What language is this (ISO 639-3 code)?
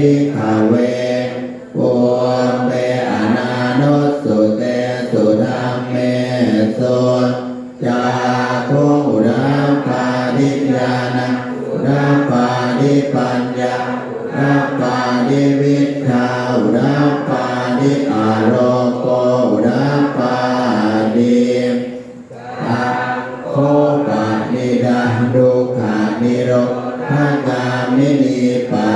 pli